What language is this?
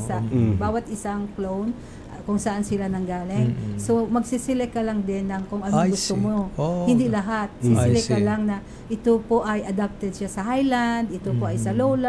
Filipino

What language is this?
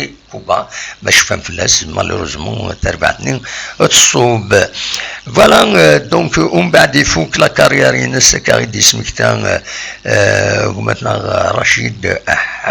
Kabyle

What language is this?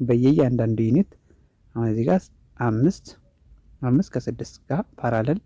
Amharic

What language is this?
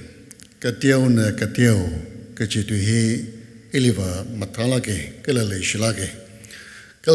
Tangkhul Naga (India)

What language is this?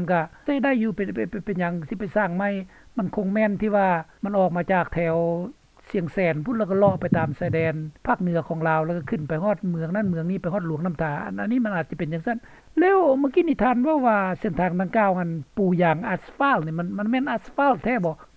Lao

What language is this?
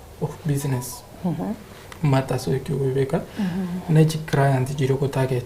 Gusii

